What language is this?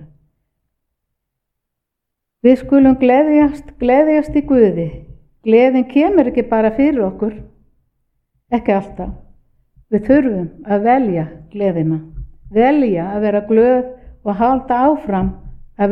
Icelandic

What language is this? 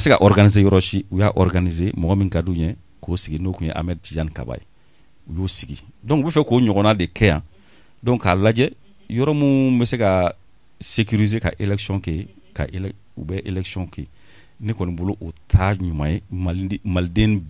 Bambara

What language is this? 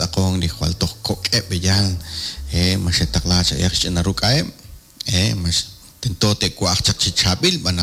Kekchí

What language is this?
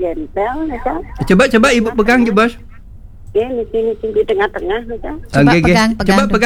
Balinese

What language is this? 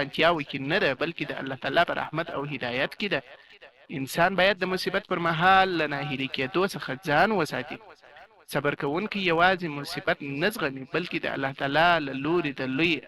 Pashto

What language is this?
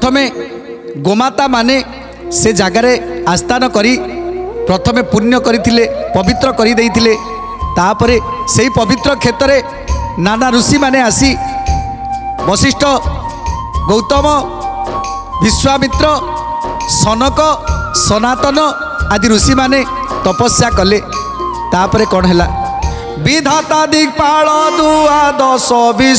Odia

